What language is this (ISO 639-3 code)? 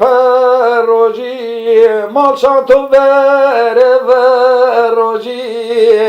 zza